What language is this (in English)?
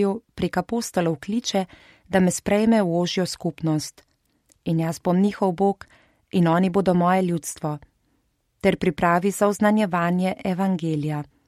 Slovenian